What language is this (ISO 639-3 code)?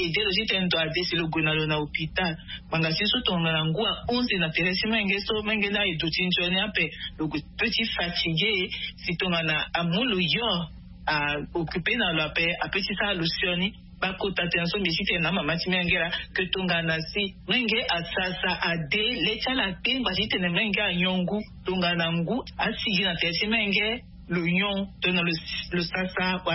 sag